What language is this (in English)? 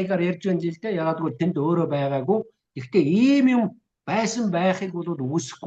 Mongolian